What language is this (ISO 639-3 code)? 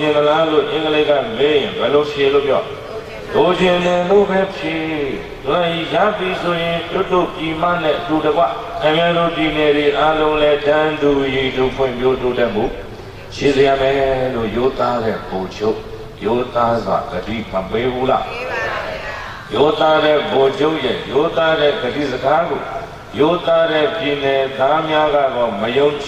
mya